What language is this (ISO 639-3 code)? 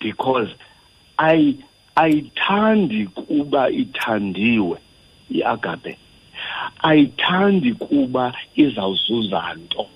xho